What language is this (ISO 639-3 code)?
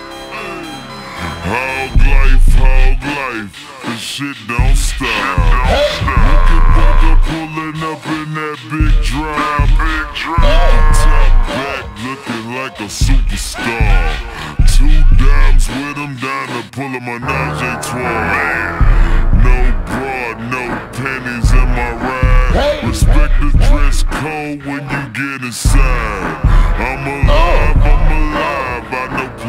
eng